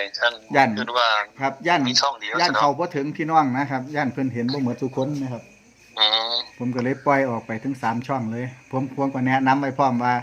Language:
Northeastern Thai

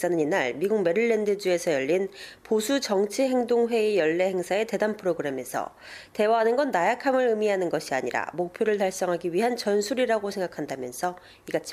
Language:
Korean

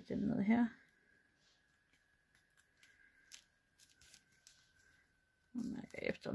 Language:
Danish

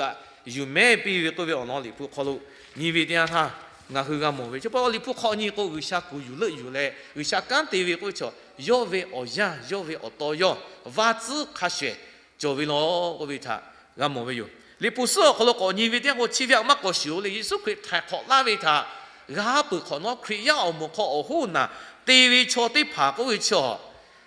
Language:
Lahu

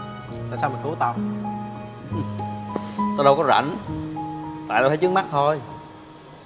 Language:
Vietnamese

